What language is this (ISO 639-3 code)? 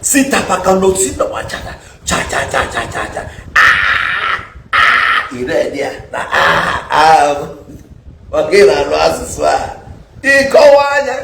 ibo